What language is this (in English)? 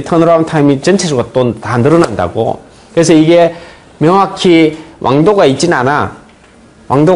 Korean